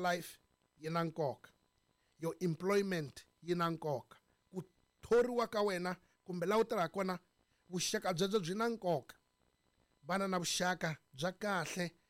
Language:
Tsonga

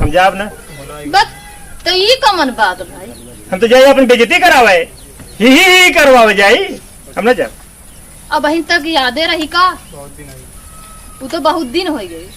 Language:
Awadhi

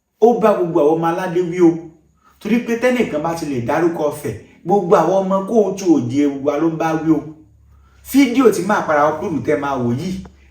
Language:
Yoruba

